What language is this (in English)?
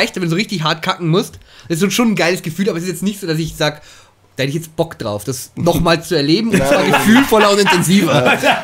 Bavarian